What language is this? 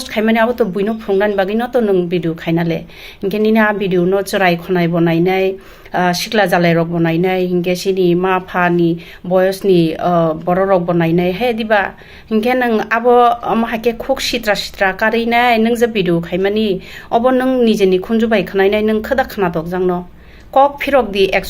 Kok Borok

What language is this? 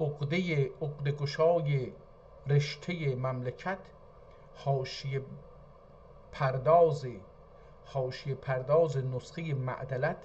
South Azerbaijani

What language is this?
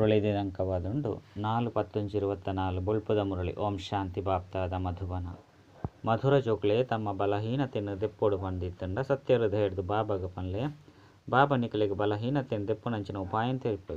Tulu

